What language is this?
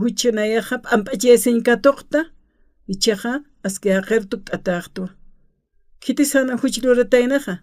Aymara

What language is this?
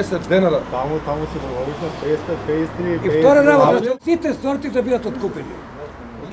Macedonian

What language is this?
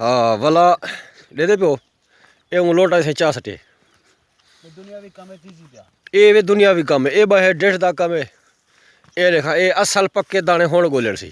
Saraiki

